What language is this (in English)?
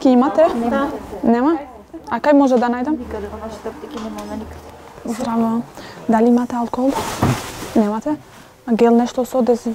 Macedonian